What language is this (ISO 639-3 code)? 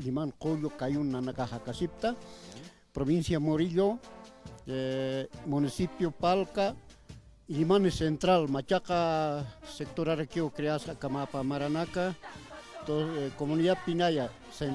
aym